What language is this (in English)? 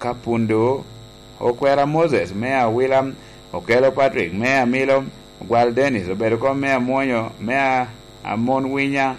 Lango (Uganda)